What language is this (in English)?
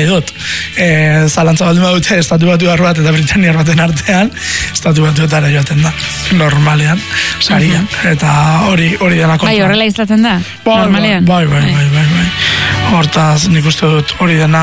Basque